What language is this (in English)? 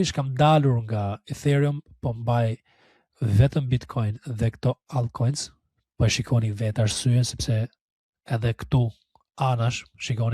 Albanian